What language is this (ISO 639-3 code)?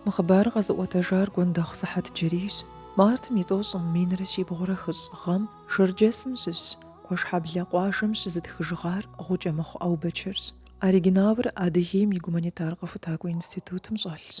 kbd